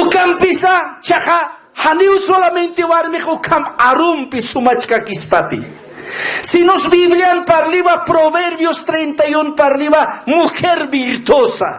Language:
Aymara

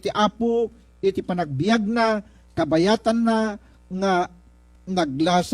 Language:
Iloko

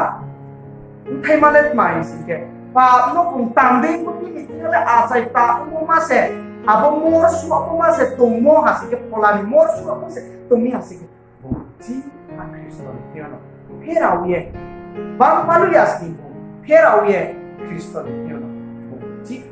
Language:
Riang (India)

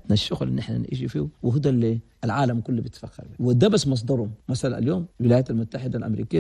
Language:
Chadian Arabic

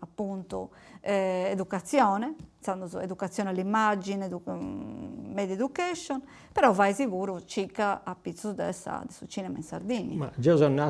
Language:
Sardinian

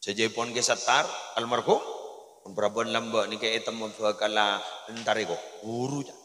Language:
Madurese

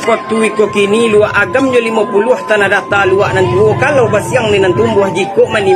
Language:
Minangkabau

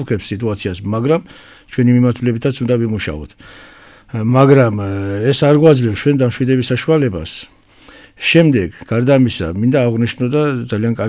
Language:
Georgian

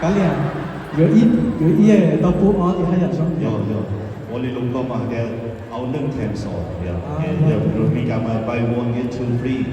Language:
Hmong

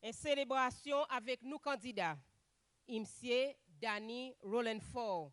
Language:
Seselwa Creole French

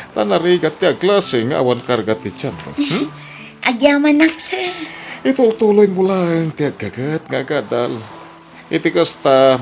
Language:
Iloko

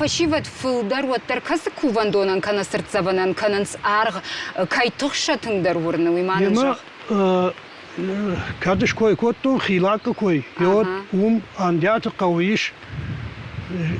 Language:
Ossetic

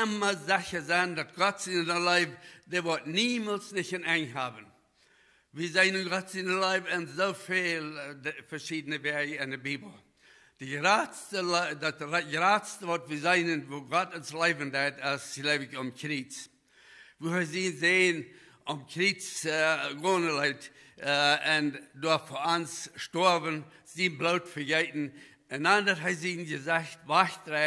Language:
Plautdietsch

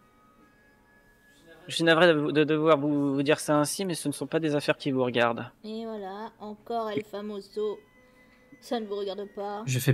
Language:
French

